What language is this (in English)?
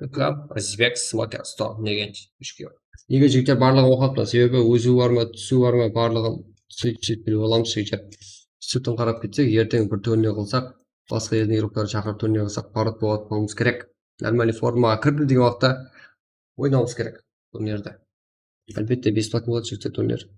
Kara-Kalpak